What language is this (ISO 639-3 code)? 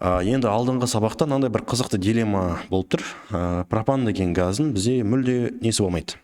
kaz